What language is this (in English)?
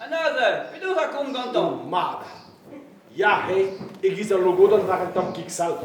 Breton